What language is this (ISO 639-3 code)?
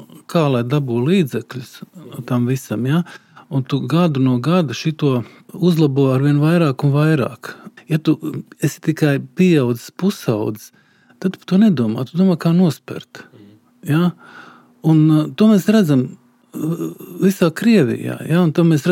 lav